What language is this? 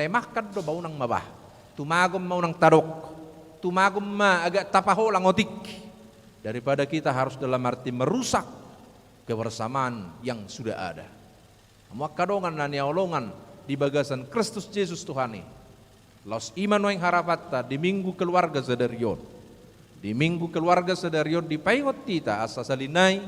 Batak Toba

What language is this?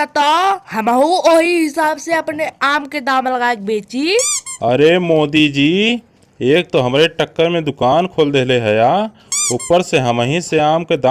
Bhojpuri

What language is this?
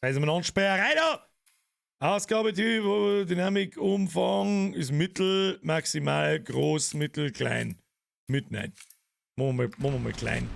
Bavarian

